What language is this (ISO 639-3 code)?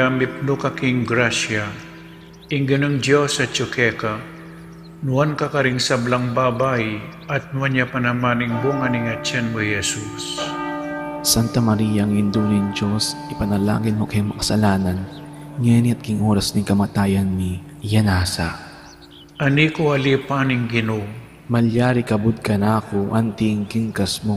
pam